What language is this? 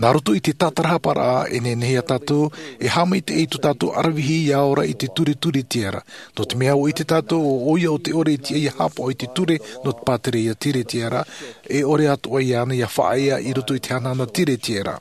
Tahitian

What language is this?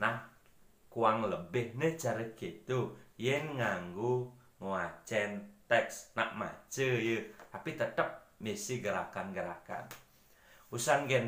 Balinese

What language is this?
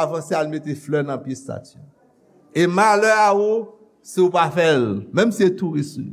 Haitian Creole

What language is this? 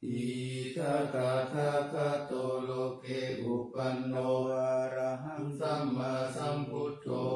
Pali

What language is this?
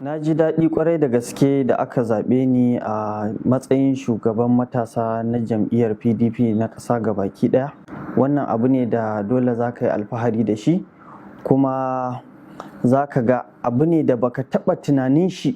Hausa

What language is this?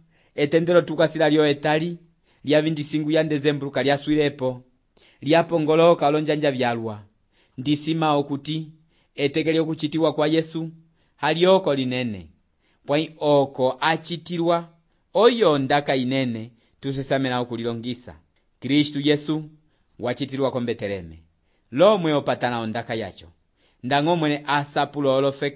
Umbundu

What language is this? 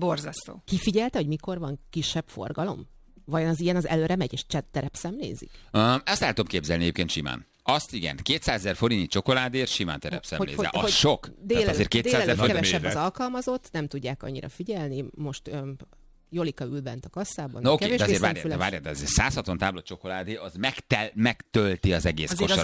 Hungarian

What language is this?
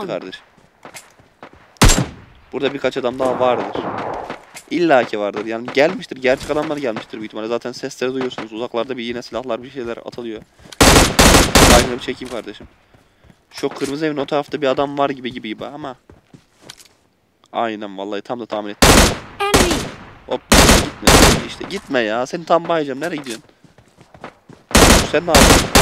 Turkish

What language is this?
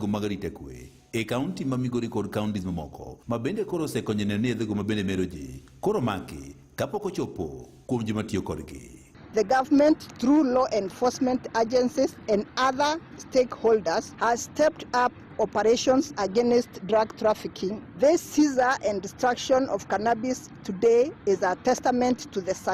Luo (Kenya and Tanzania)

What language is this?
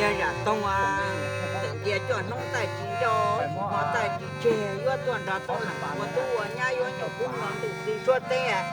Hmong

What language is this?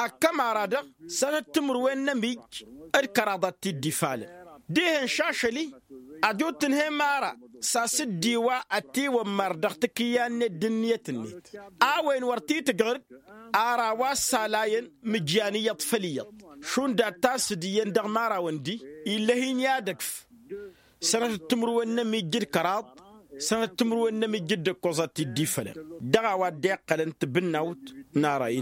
Tamasheq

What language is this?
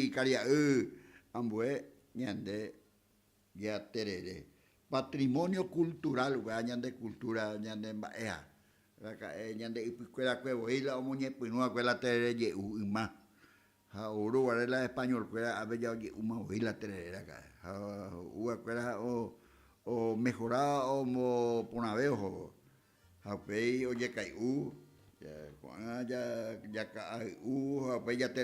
Guarani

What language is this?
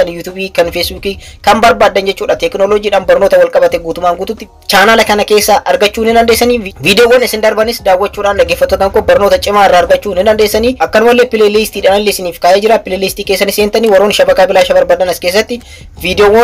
Oromo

